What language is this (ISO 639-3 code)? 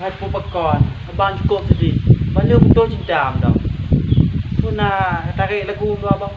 ace